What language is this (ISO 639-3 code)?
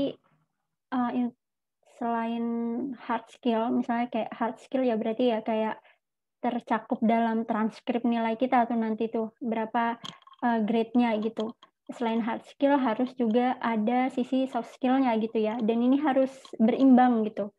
ind